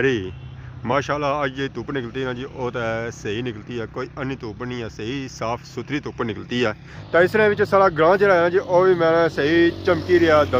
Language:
Pahari-Potwari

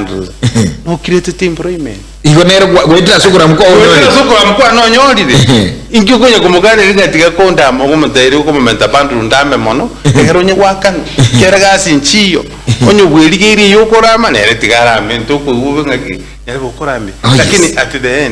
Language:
Gusii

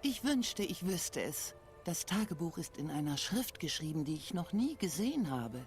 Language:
Swiss German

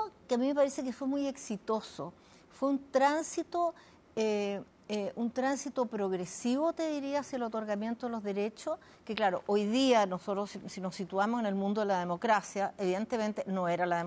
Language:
Spanish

